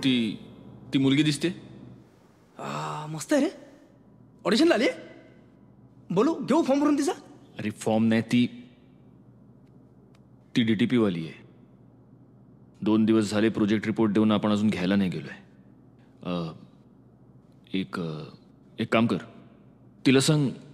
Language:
Marathi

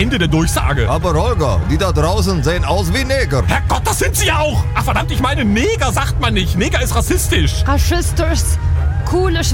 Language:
German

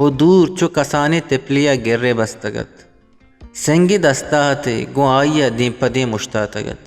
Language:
Eastern Balochi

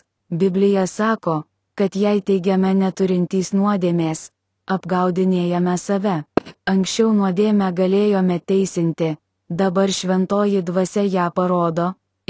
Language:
Lithuanian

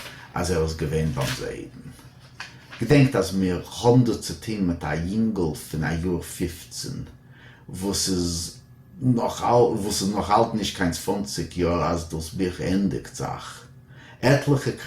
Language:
Yiddish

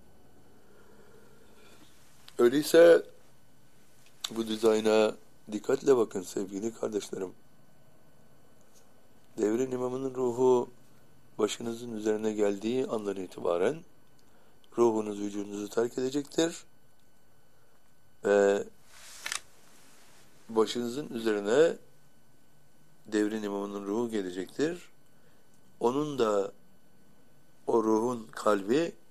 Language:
Turkish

